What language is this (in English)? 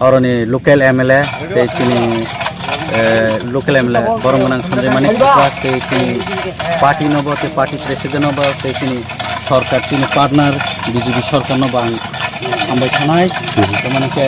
Kok Borok